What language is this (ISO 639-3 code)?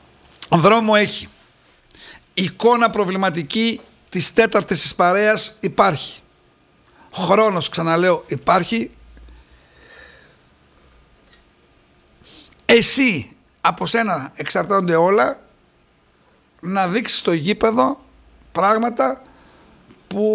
ell